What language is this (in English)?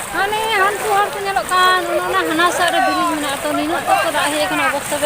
Santali